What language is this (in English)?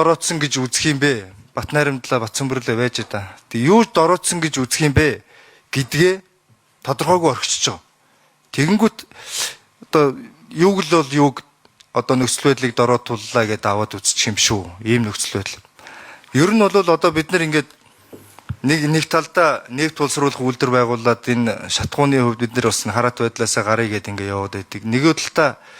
Mongolian